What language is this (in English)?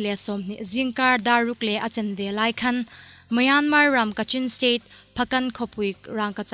Hmar